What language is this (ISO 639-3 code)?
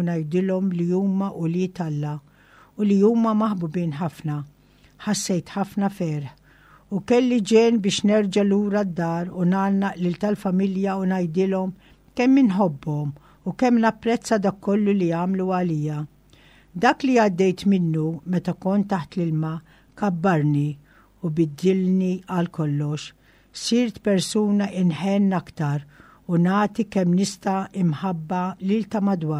mlt